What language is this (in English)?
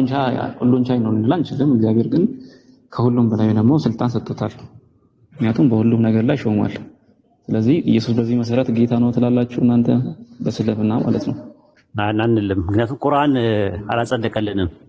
Amharic